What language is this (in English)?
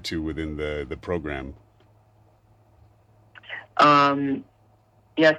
English